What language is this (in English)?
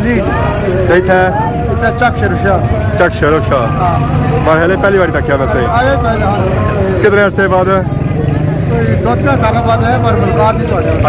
Pahari-Potwari